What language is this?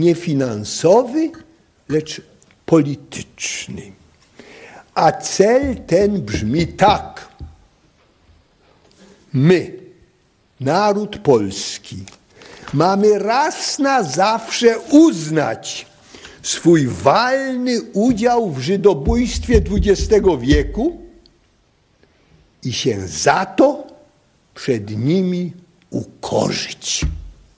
Polish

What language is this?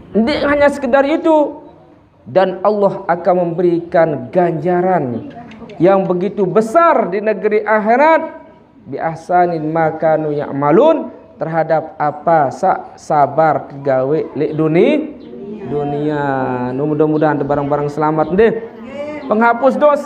Sasak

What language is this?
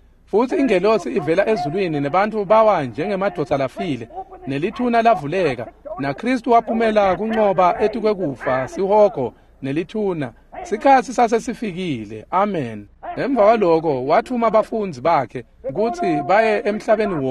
Swati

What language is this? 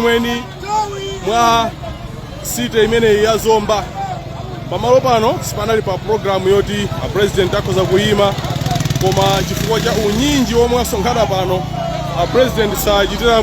Nyanja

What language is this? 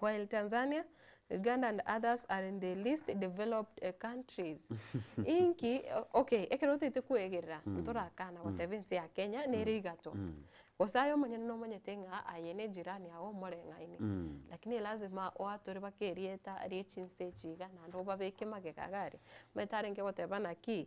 Gusii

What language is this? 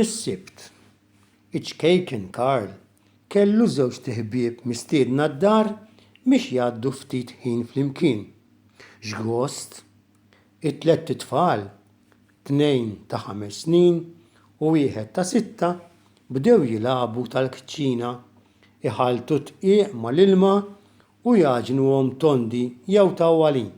Maltese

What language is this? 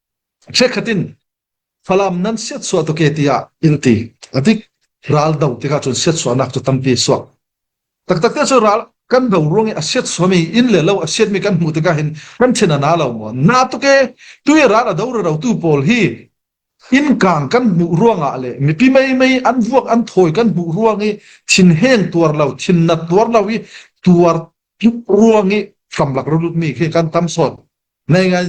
Falam Chin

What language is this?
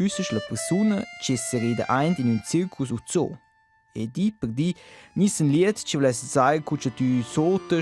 Romansh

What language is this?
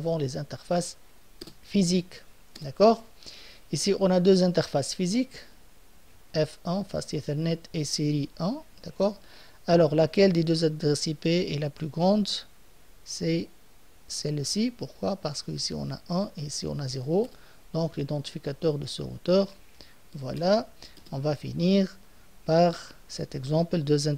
French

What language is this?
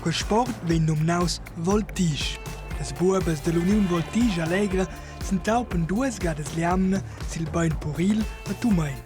Romansh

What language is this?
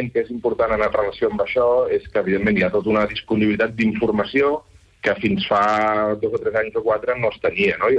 Catalan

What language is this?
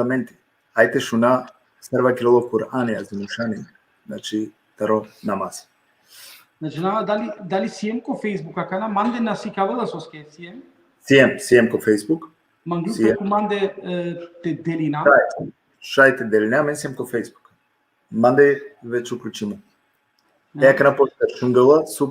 Balkan Romani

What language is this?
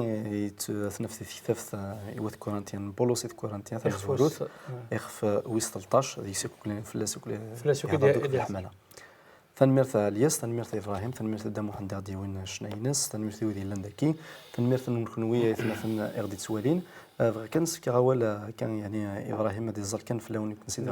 Kabyle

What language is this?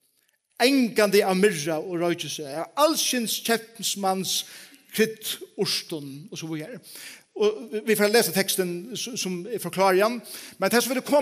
Faroese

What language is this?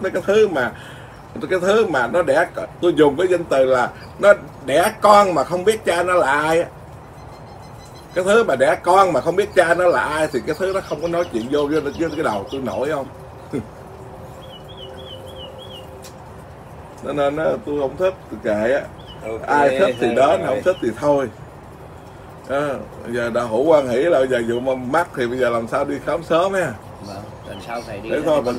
Vietnamese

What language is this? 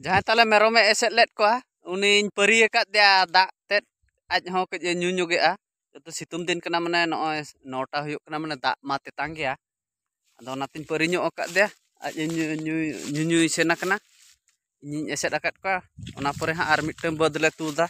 Santali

